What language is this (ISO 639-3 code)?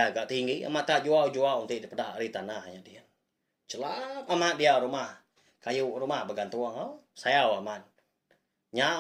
iba